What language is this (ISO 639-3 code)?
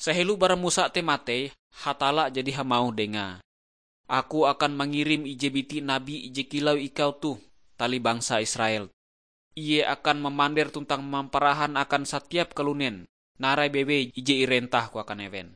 nij